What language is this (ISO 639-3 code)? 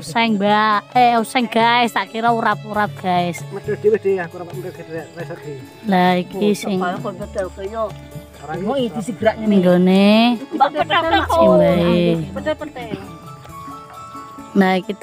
jav